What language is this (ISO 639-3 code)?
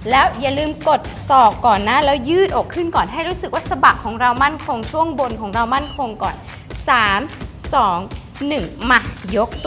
tha